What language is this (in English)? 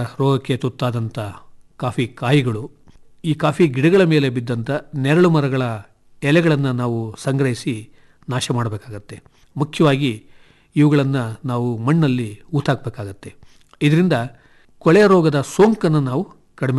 Kannada